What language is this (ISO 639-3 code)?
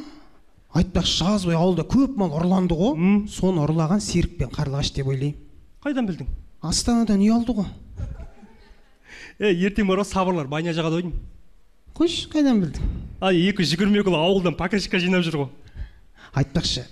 kaz